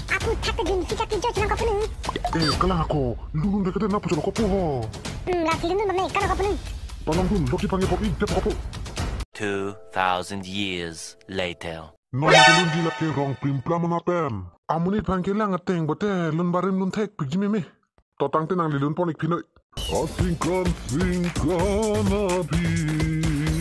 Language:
Karbi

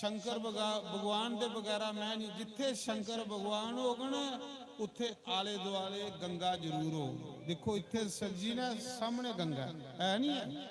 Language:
Dogri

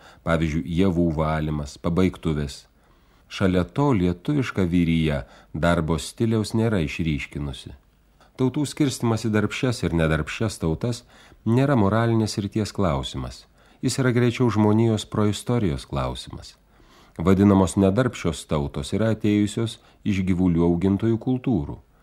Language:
Lithuanian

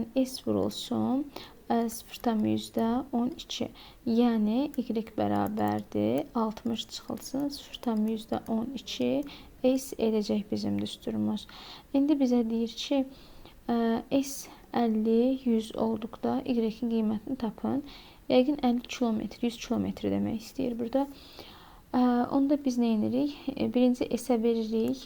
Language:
Azerbaijani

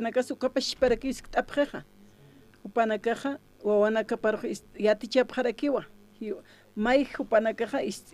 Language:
Aymara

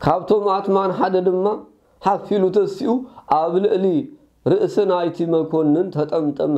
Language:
Tigrinya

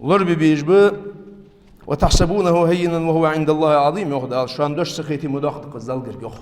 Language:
Ingush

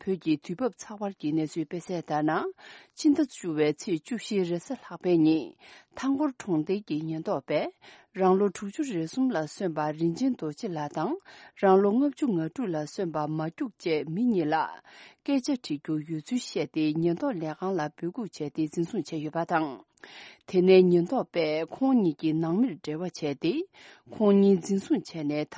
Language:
Tibetan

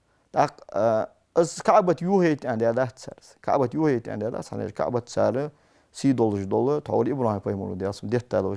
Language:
Ingush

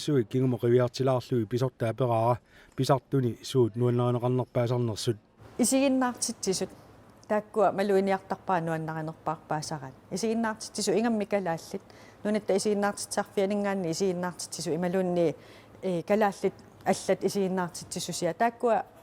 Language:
Kalaallisut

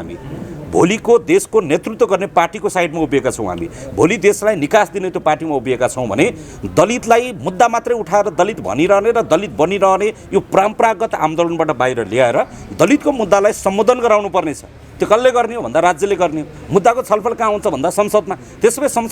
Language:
Nepali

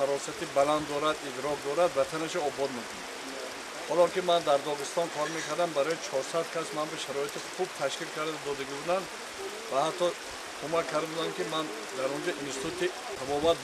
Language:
Tajik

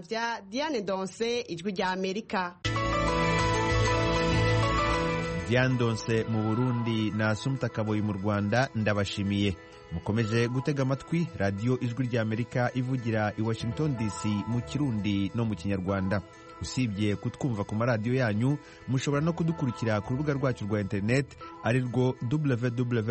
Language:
Kinyarwanda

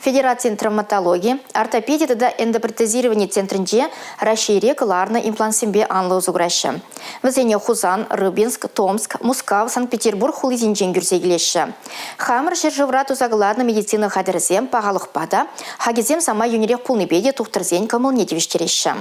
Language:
Chuvash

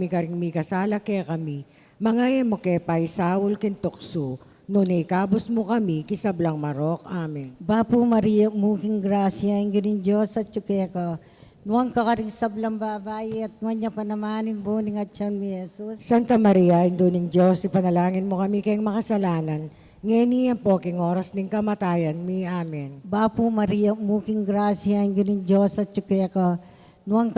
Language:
Pampanga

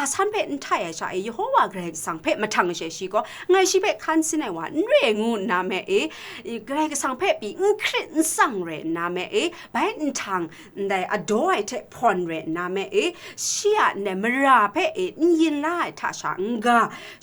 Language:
Kachin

